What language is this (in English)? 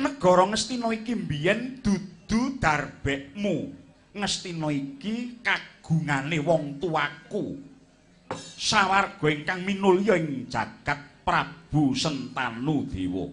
Javanese